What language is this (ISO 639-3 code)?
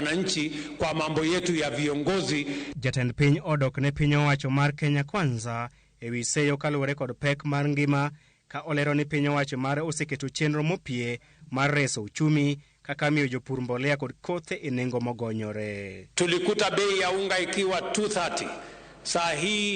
luo